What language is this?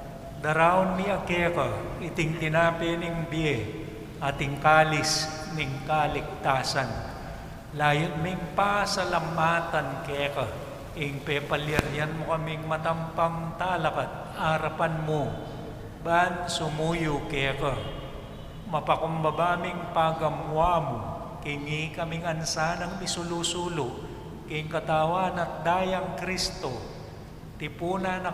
Pampanga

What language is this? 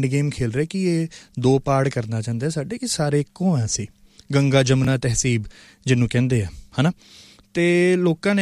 Punjabi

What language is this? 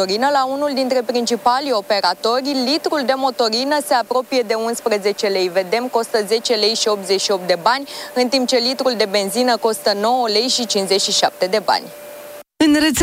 Romanian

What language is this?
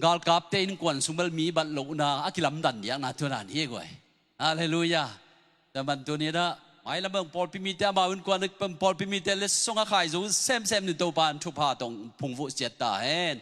Tedim Chin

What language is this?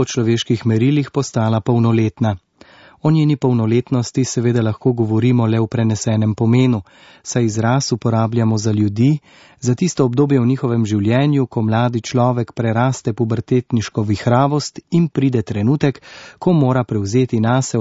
Slovenian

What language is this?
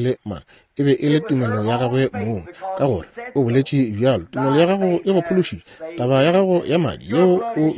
Northern Sotho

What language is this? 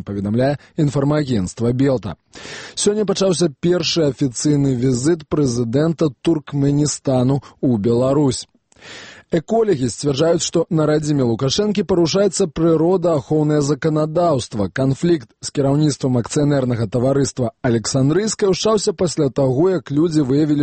Belarusian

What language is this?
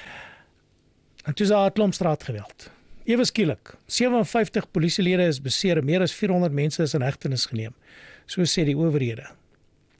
Afrikaans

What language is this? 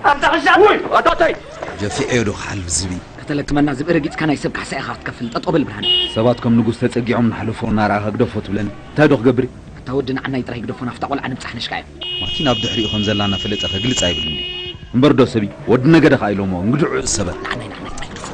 Tigrinya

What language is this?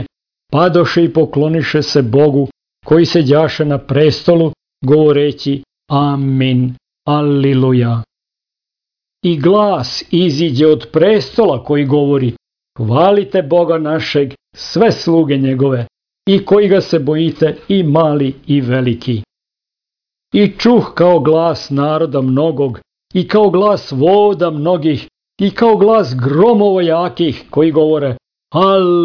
Serbian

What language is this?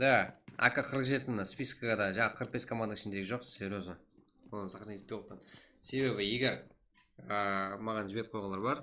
Kara-Kalpak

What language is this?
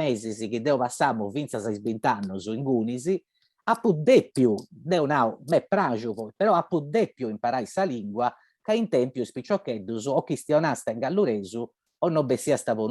Sardinian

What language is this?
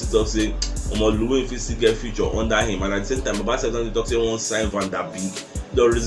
Nigerian Pidgin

